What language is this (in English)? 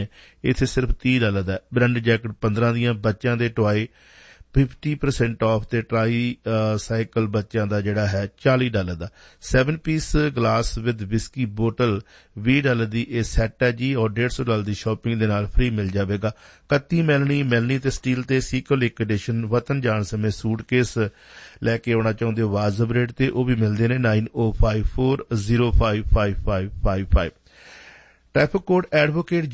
Punjabi